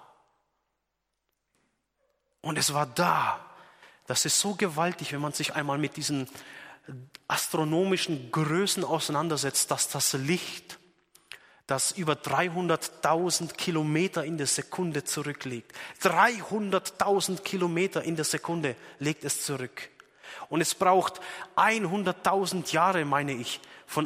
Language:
German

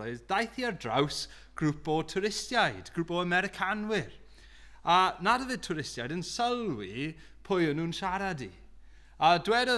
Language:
Welsh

